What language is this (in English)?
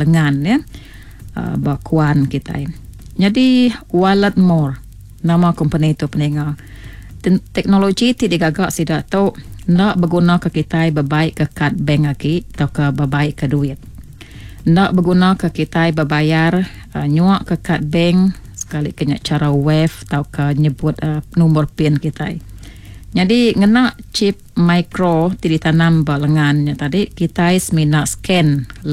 Iban